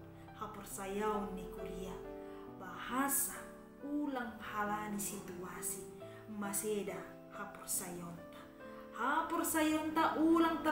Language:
Batak Simalungun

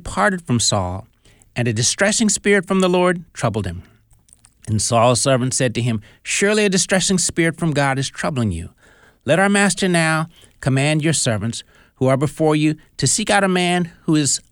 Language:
English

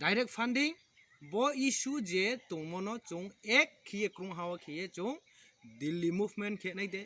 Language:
Kok Borok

